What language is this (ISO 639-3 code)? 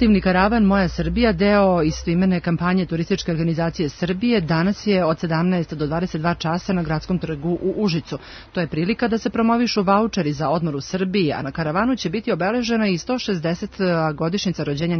srp